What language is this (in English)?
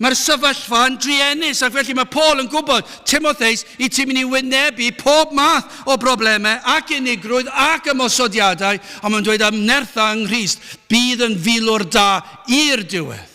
Welsh